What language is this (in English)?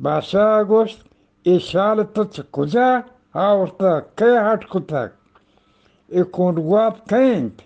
Eastern Balochi